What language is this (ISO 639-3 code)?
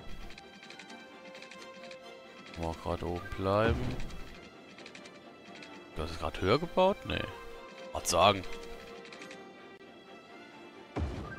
deu